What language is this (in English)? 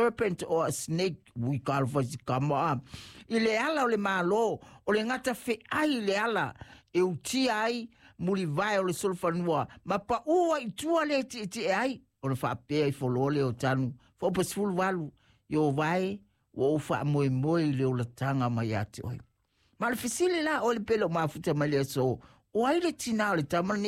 Samoan